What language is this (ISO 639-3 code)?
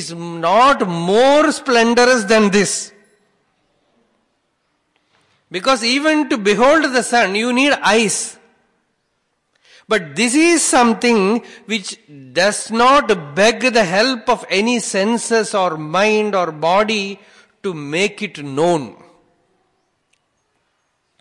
eng